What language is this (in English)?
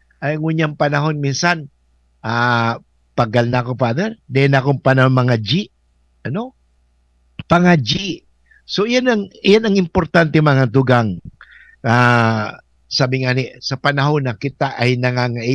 Bikol